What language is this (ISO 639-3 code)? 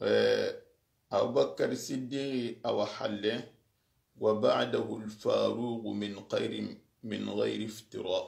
snk